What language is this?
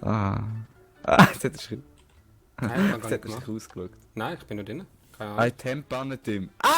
Swiss German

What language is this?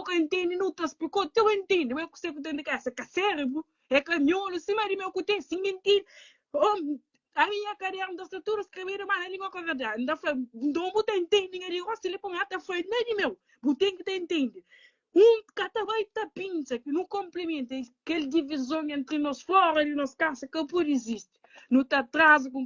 Kabuverdianu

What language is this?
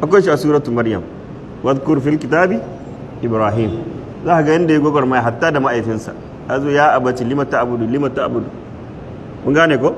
Hausa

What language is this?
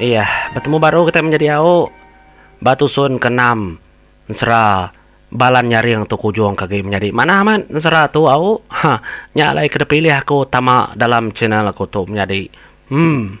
Iban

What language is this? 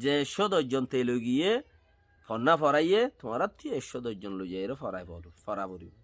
Rohingya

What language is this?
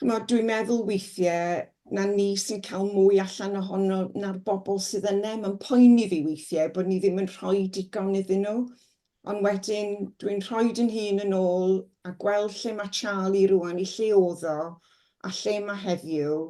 Welsh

